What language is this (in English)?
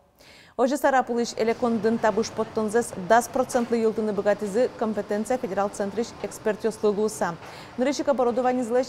Udmurt